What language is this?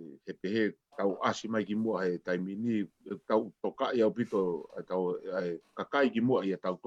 Tongan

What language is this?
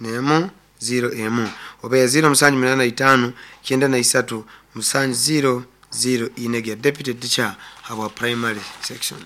Nyankole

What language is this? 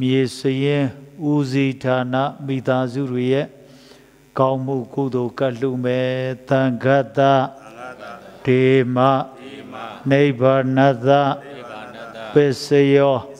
Burmese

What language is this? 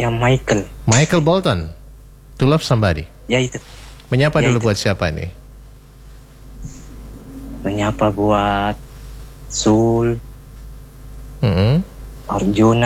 Indonesian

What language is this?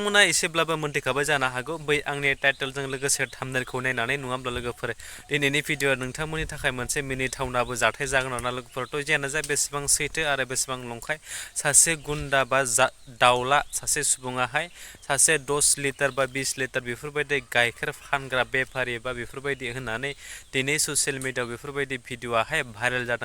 Bodo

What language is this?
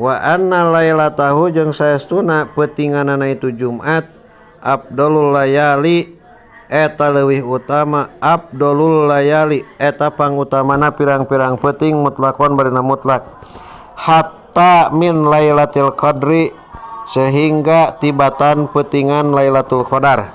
Sundanese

